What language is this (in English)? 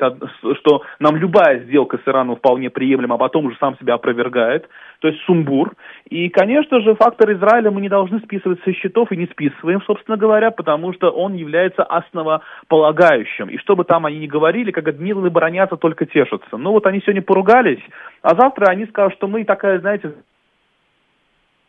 Russian